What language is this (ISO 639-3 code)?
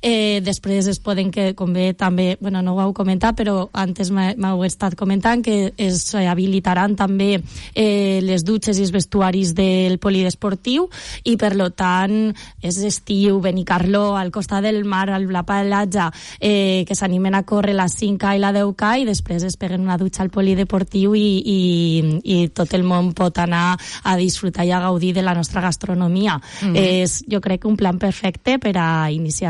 cat